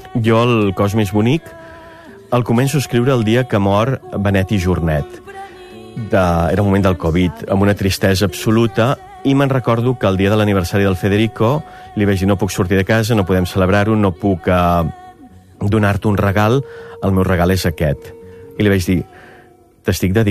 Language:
Catalan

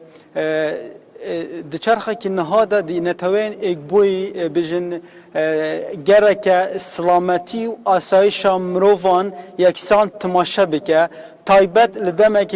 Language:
Kurdish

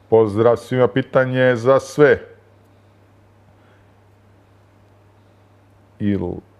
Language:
Croatian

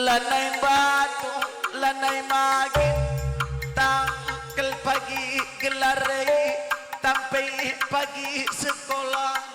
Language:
Batak Karo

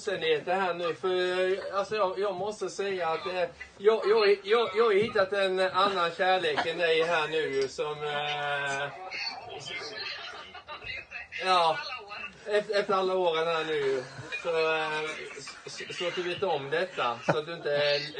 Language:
Swedish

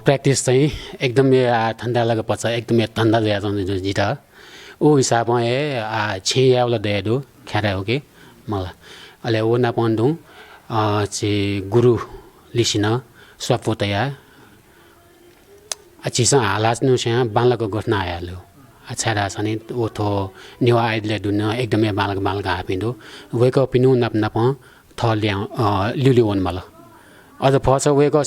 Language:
Newari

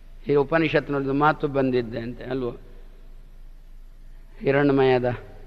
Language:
Kannada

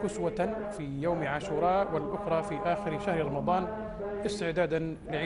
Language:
Arabic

